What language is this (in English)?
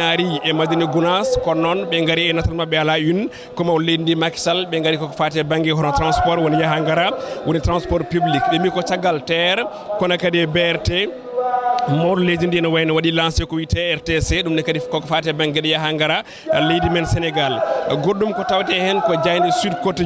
Fula